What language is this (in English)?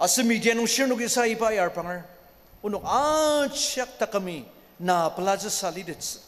Ao Naga